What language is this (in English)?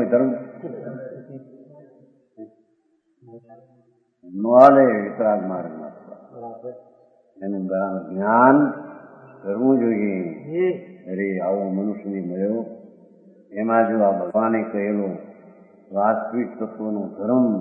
Gujarati